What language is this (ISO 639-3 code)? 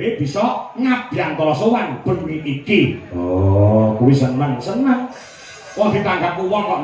jav